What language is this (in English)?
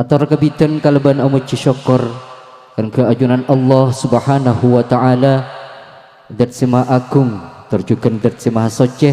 Madurese